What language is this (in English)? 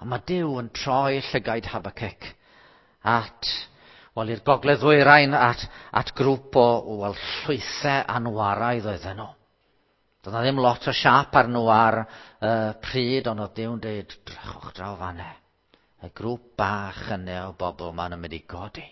Welsh